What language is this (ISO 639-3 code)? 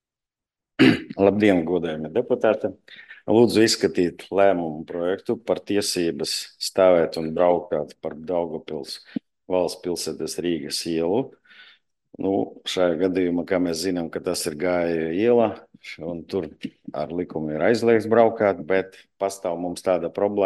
lav